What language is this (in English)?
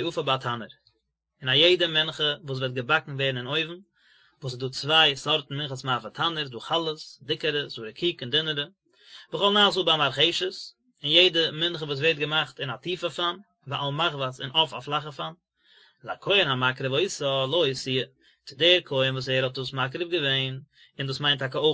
Yiddish